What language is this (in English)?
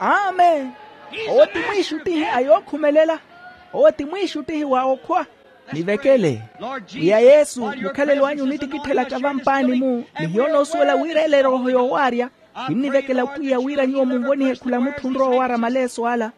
Makhuwa